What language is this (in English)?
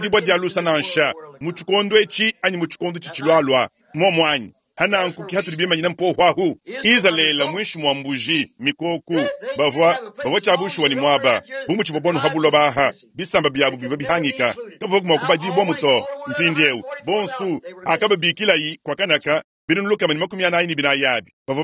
Luba-Lulua